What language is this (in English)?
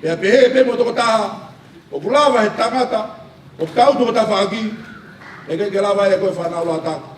Tongan